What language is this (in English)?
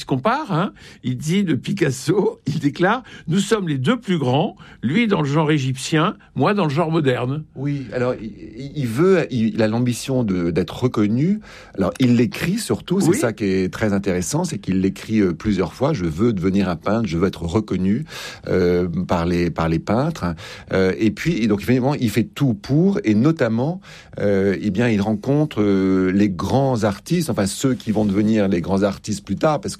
French